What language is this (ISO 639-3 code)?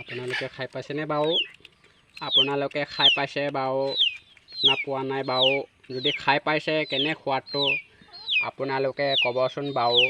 asm